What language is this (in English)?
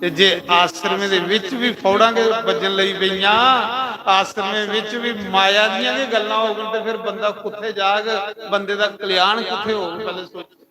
Dogri